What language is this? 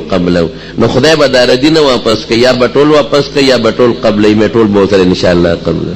Pashto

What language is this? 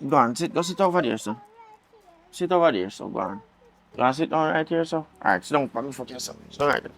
Jamaican Creole English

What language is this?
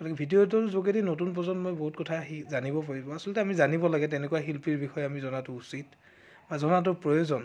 Assamese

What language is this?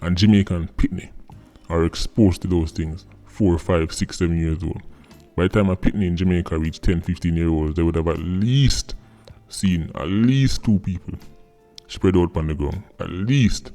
Jamaican Creole English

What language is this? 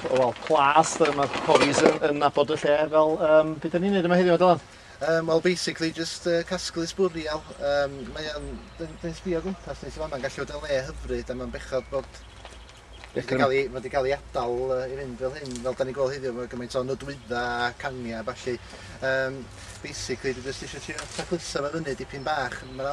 Welsh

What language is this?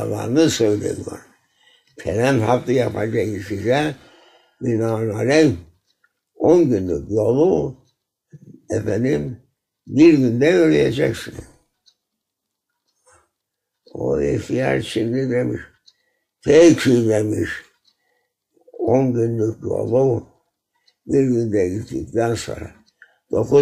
Turkish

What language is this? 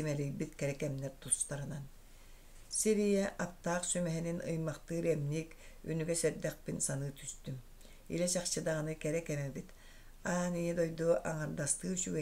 Yakut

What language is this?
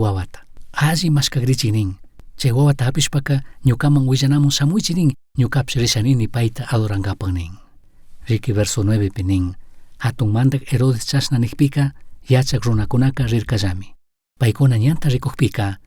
Chimborazo Highland Quichua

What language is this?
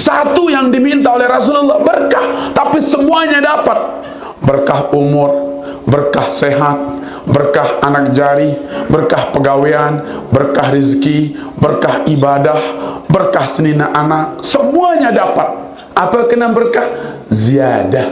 Sasak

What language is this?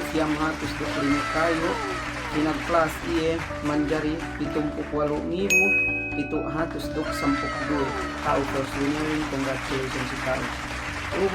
Yakan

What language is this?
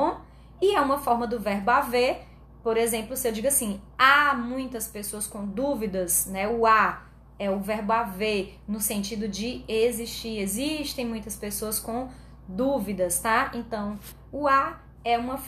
Portuguese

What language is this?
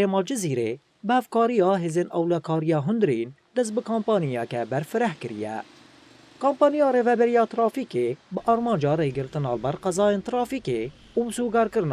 Kurdish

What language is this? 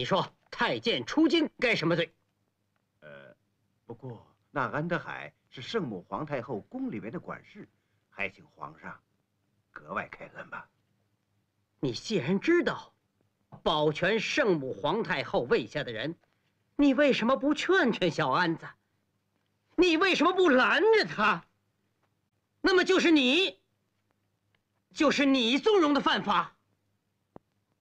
Chinese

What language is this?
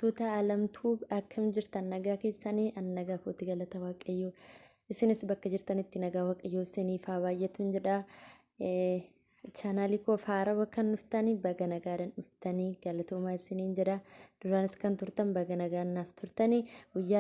Oromo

